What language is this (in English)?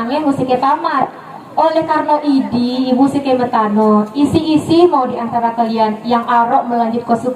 Achinese